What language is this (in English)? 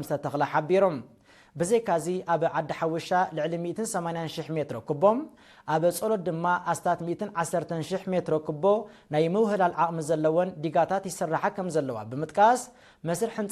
Tigrinya